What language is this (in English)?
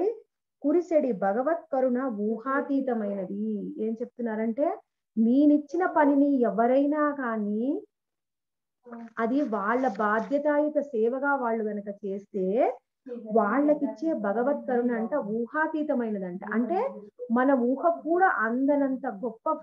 Telugu